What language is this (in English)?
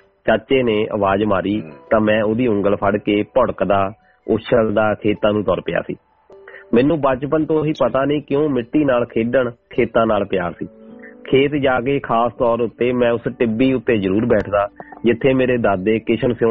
Punjabi